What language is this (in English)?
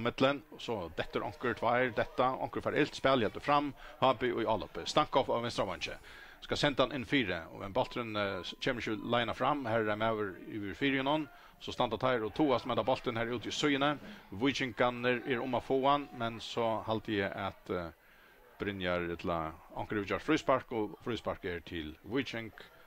Faroese